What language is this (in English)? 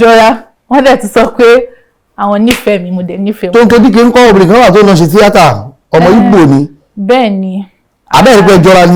Yoruba